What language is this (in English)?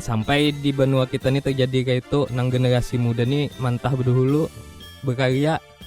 Banjar